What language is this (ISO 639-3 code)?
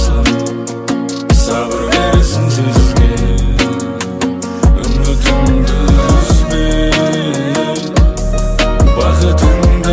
kaz